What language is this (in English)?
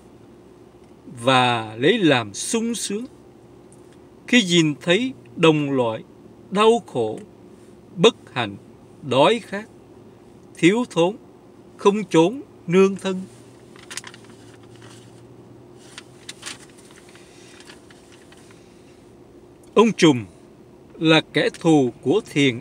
Vietnamese